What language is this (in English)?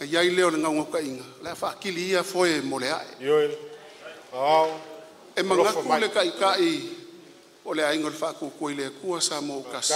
Samoan